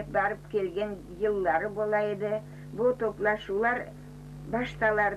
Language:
Crimean Tatar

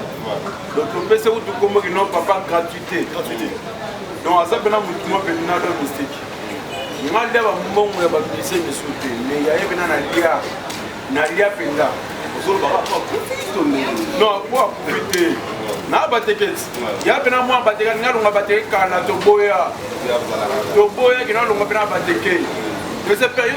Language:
Lingala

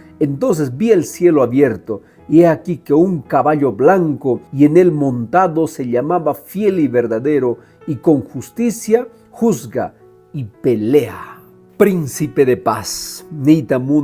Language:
Quechua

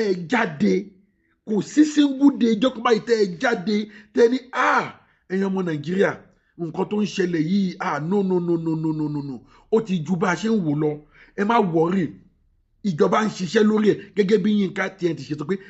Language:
Yoruba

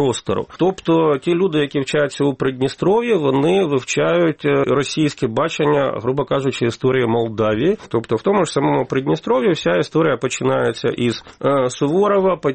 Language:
Ukrainian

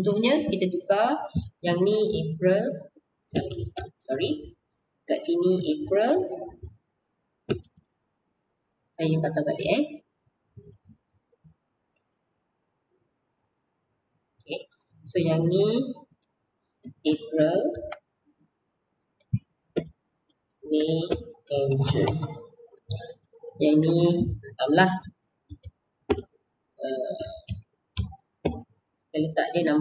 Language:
Malay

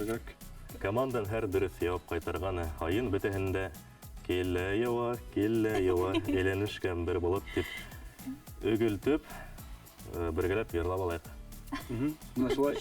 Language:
Bashkir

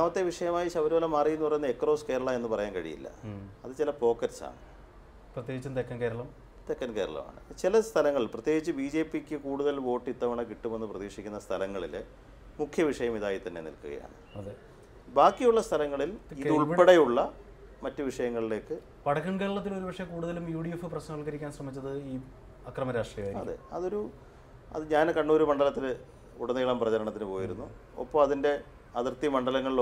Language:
Malayalam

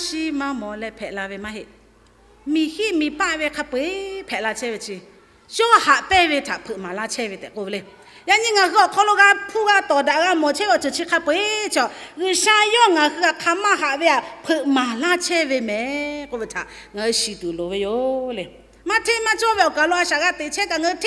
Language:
Lahu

